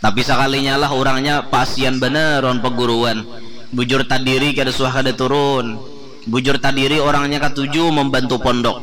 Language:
Banjar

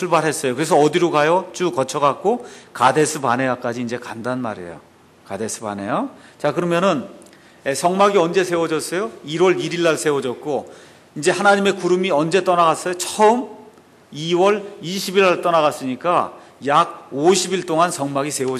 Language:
Korean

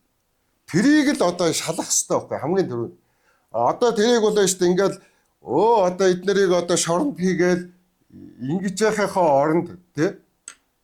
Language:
Mongolian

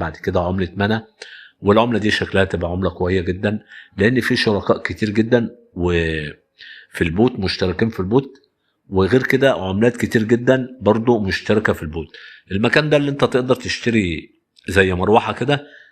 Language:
Egyptian Arabic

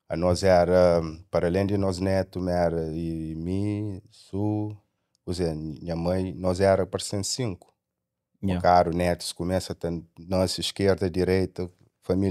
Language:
Kabuverdianu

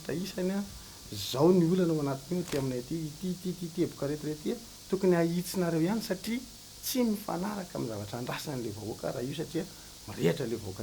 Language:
Malagasy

